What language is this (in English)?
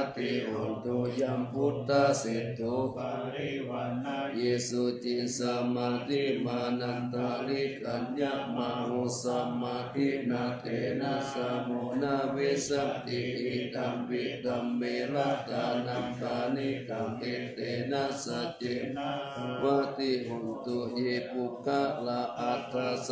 Pali